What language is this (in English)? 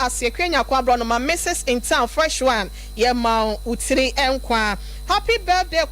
Akan